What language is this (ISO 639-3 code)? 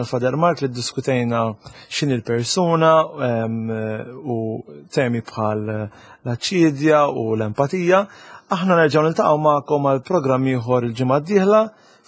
mlt